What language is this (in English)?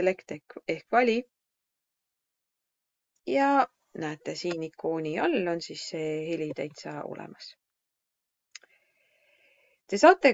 Estonian